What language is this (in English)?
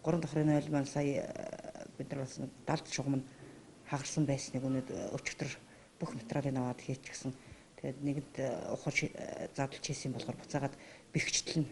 Mongolian